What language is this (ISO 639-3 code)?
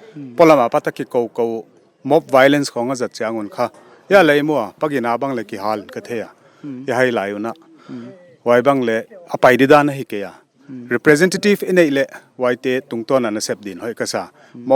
pck